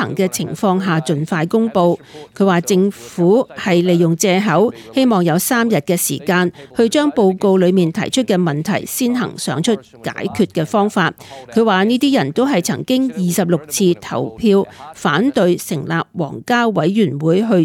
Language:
Cantonese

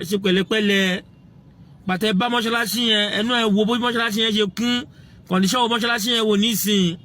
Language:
Yoruba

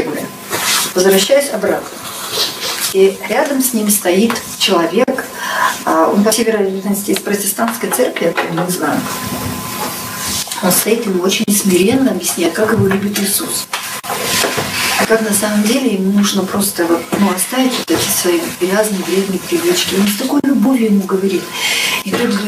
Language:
Russian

